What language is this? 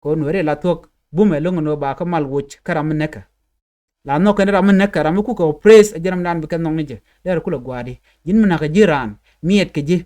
Nuer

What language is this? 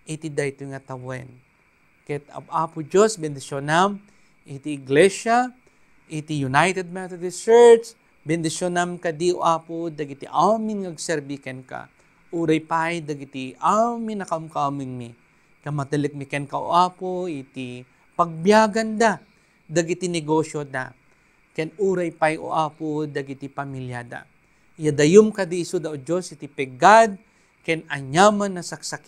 Iloko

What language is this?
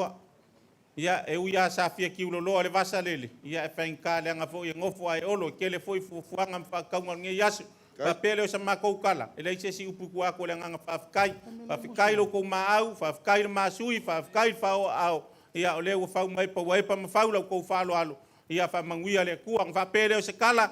Samoan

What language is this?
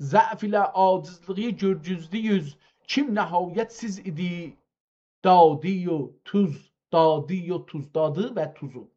South Azerbaijani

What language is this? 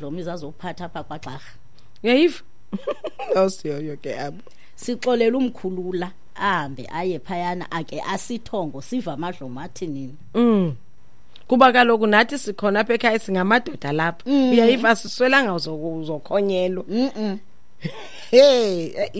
Xhosa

